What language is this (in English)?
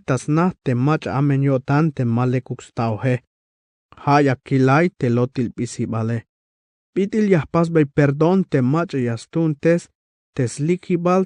Tzeltal